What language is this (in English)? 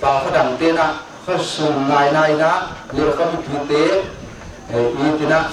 Tedim Chin